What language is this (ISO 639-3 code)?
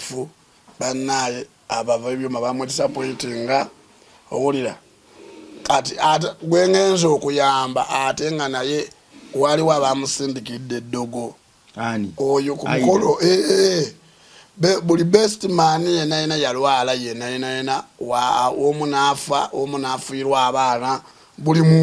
lug